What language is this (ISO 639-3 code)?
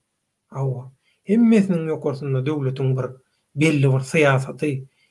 tuk